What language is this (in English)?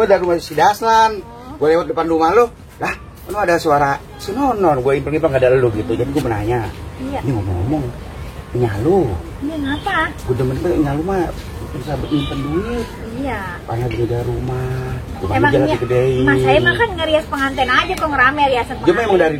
Betawi